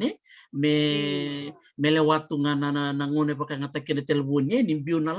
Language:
Fijian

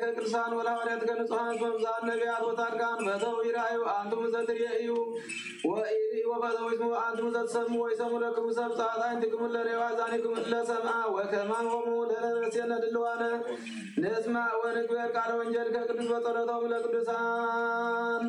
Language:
Tigrinya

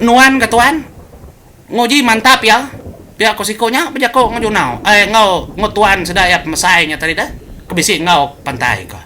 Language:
Iban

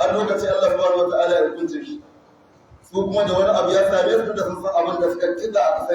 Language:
Hausa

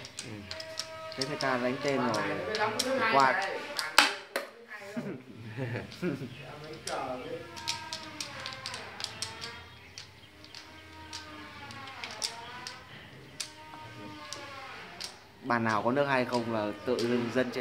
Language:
Vietnamese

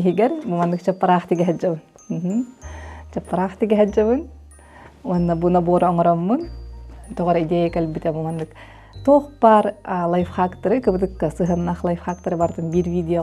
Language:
Yakut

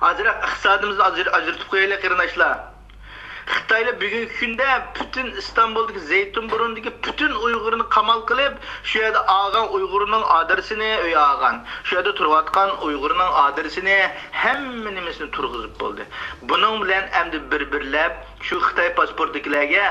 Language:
Uyghur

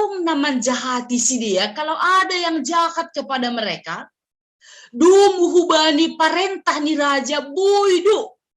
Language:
Batak Simalungun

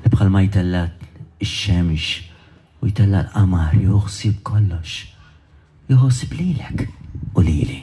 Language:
Maltese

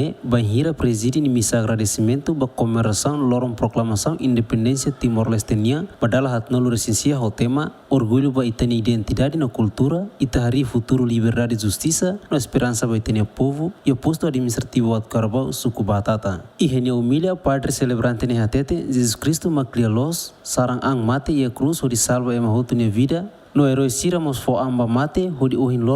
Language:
Tetum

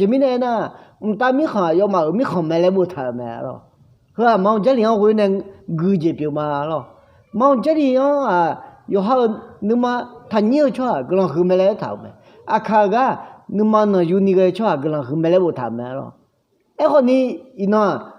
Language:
Akha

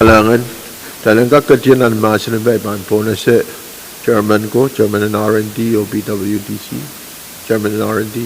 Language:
Pohnpeian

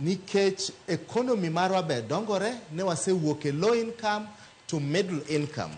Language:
Luo (Kenya and Tanzania)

